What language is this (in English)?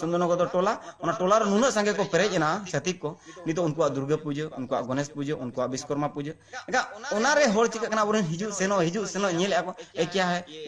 Santali